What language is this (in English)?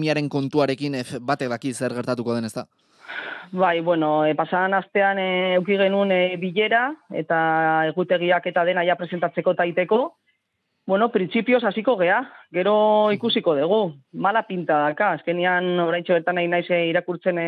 Basque